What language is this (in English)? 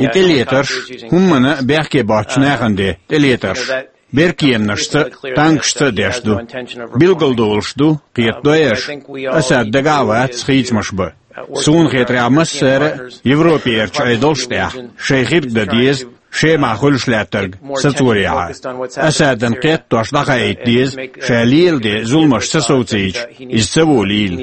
Chechen